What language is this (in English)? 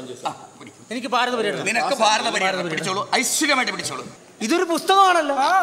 Malayalam